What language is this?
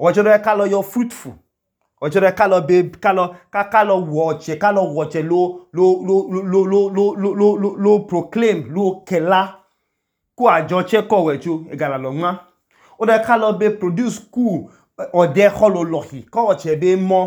Idoma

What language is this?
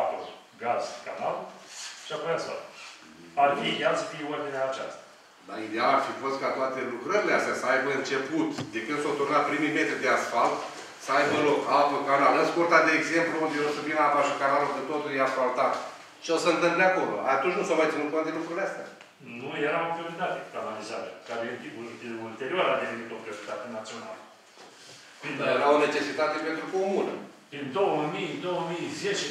Romanian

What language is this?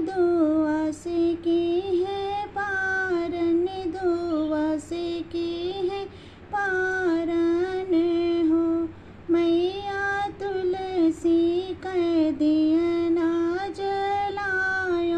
Bhojpuri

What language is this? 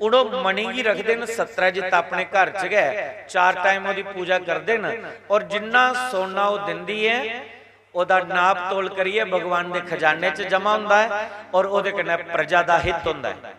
Dogri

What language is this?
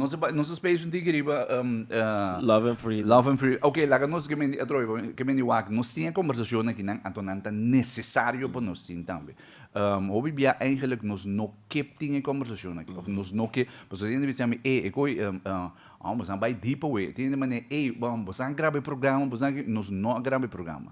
Papiamento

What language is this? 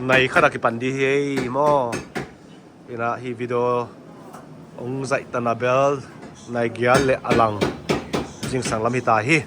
Tedim Chin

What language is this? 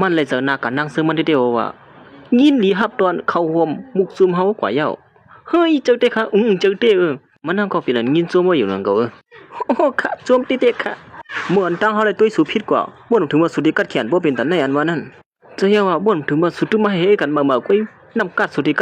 Shan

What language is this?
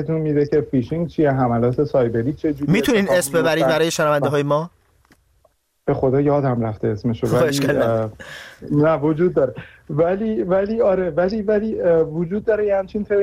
Persian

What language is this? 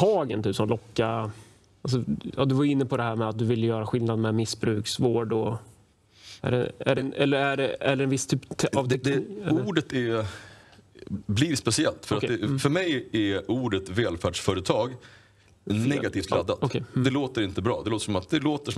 Swedish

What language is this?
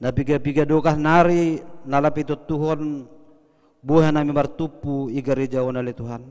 Batak Simalungun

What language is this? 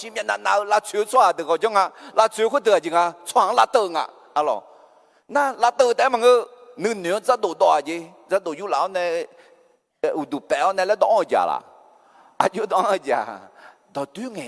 Akha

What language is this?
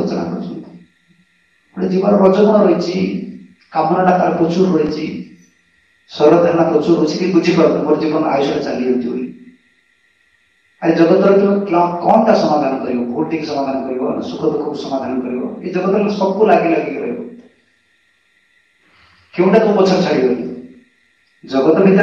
Odia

